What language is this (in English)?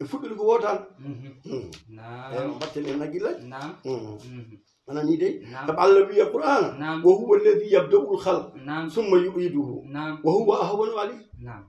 Fula